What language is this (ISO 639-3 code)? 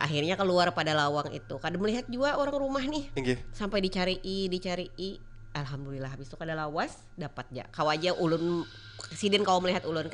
bjn